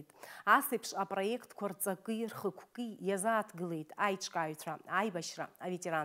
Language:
Abkhazian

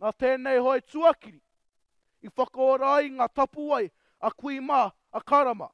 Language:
Māori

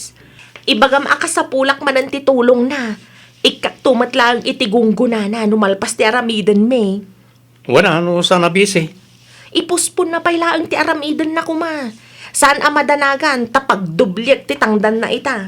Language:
Iloko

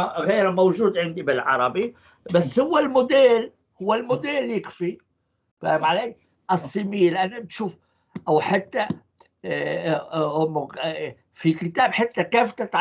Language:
North Levantine Arabic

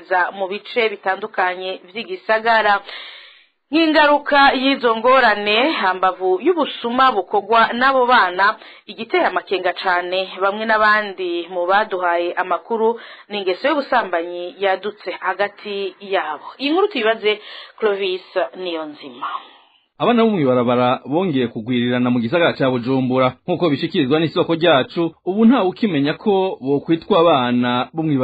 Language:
Rundi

